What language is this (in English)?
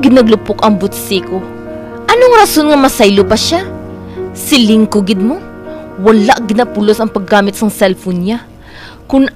Hiligaynon